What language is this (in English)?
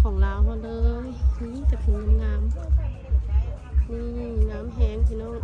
Lao